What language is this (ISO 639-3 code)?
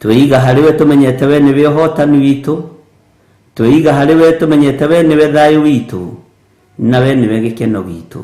kik